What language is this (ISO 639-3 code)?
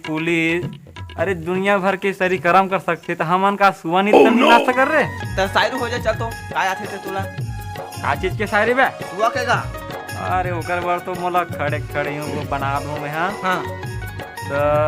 hne